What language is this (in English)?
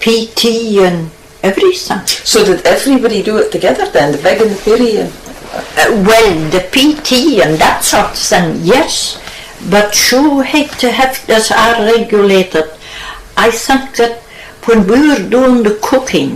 Scots